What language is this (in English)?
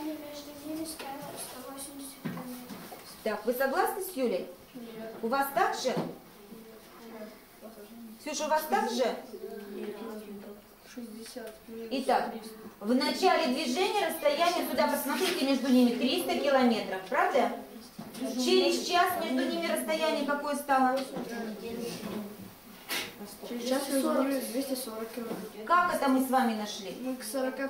Russian